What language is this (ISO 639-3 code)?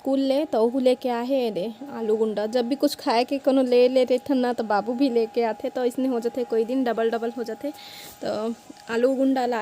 hne